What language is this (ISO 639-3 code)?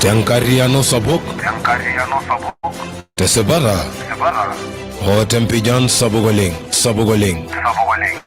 mas